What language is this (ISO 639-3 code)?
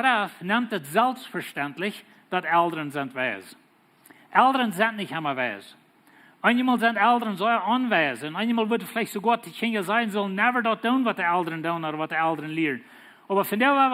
pdt